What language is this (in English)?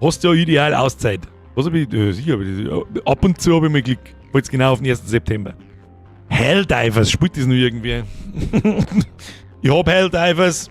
Bavarian